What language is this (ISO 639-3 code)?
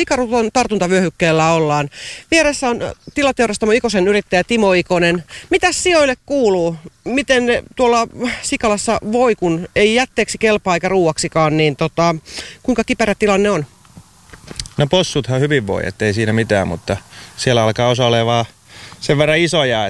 fin